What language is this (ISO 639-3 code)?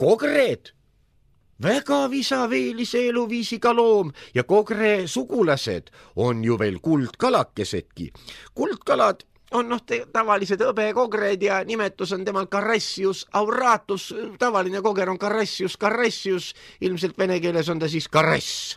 est